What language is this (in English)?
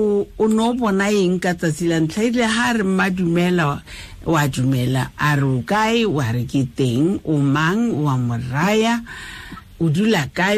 Tswana